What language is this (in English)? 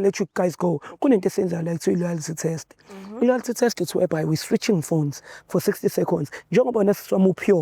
Zulu